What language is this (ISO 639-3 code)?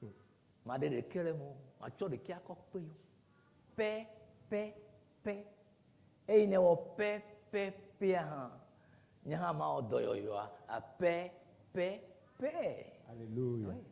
ewe